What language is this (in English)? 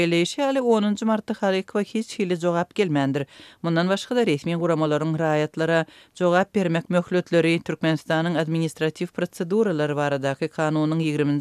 Turkmen